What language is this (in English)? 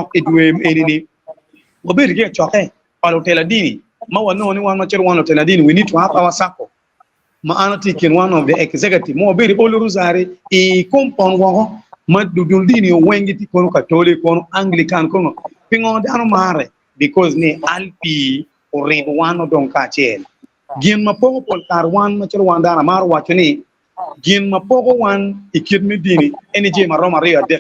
Acoli